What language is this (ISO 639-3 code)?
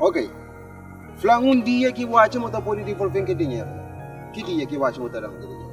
kea